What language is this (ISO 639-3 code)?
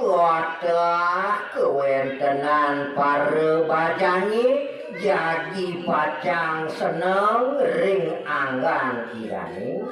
ban